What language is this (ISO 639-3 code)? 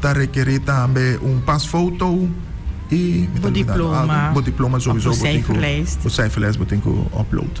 pap